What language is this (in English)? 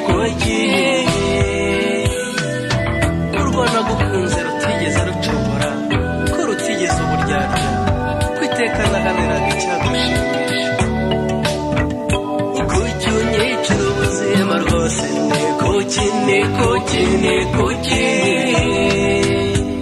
Kinyarwanda